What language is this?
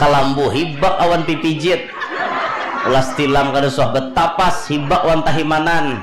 Banjar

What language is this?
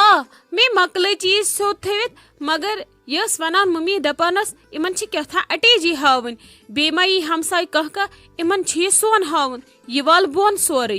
Kashmiri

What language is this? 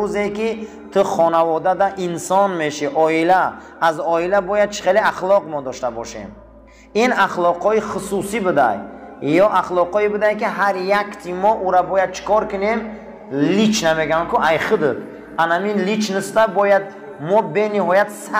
Tajik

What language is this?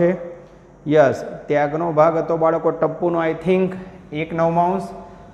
Gujarati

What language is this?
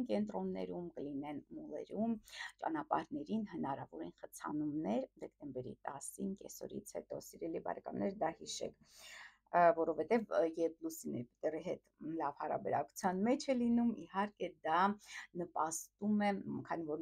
Armenian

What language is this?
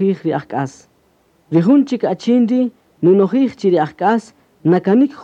Kaqchikel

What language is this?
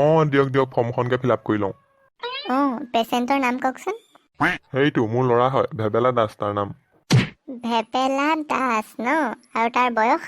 Assamese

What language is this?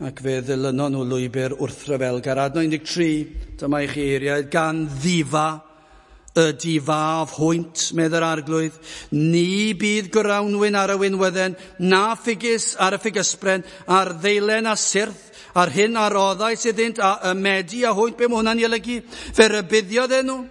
Welsh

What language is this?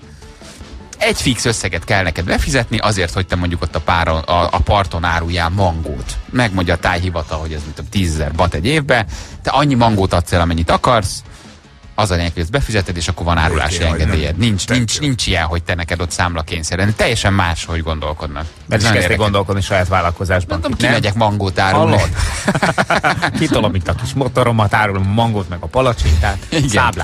Hungarian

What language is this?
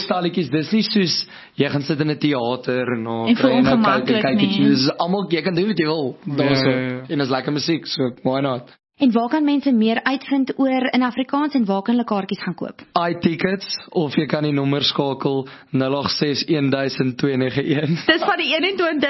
Afrikaans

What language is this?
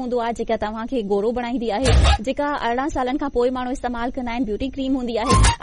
Sindhi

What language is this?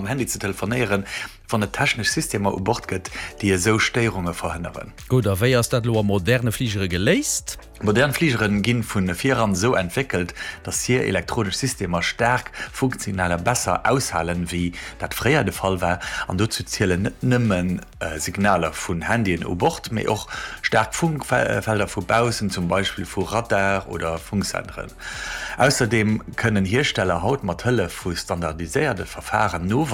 Luxembourgish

